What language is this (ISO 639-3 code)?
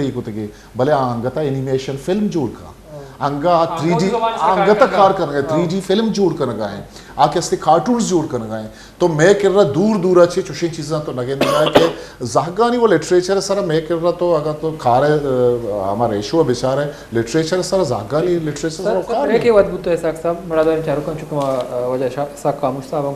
bal